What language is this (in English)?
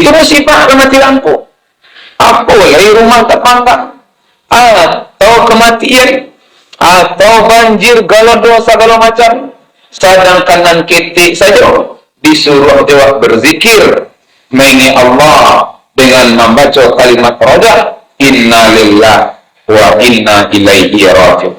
Minangkabau